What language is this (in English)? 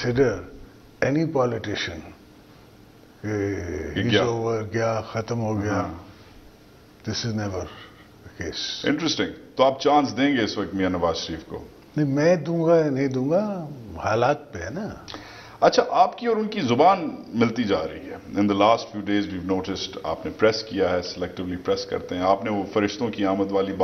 Urdu